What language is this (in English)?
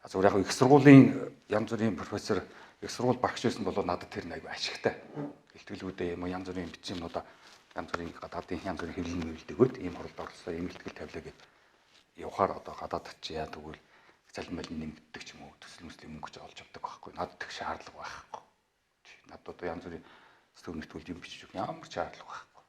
Mongolian